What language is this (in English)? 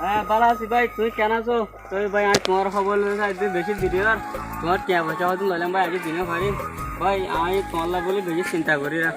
Rohingya